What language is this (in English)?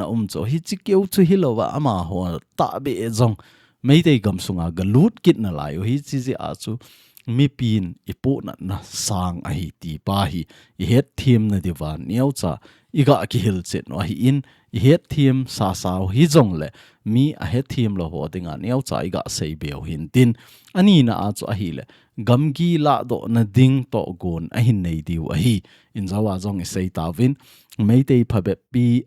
Thado Chin